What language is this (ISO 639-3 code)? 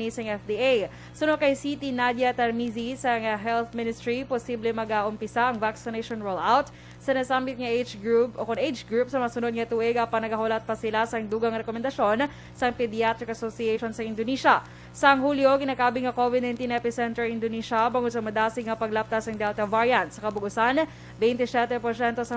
hil